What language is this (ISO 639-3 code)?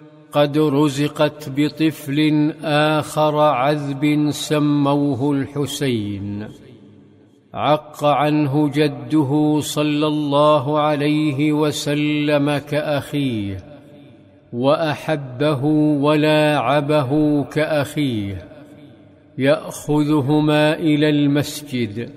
ara